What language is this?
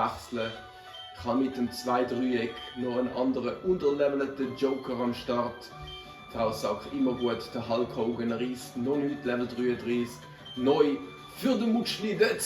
Swiss German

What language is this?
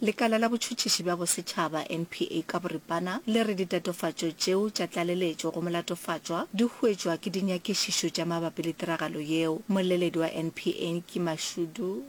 Northern Sotho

